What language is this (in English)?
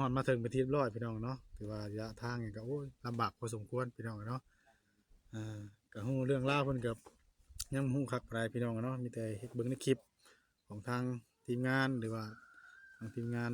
Northeastern Thai